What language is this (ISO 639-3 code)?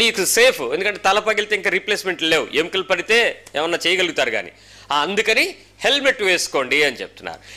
tel